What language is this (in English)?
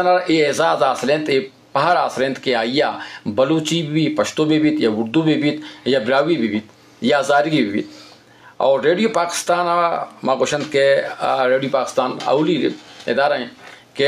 Eastern Balochi